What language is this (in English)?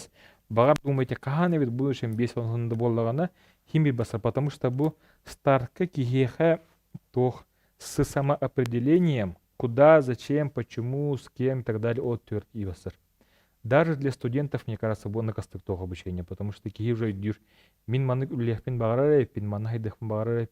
Yakut